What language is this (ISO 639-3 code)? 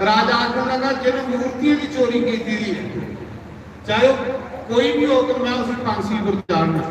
doi